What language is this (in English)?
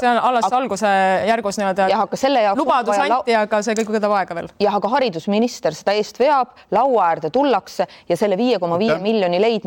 Estonian